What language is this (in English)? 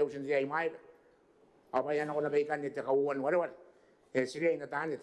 Gilbertese